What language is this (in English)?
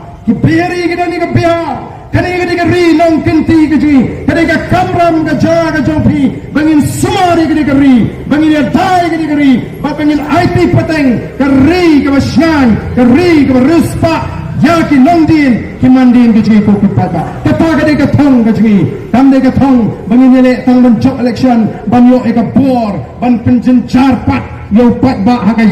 Khasi